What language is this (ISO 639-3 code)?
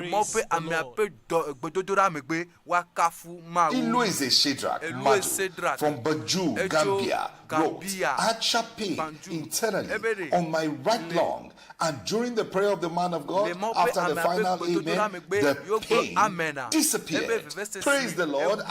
ewe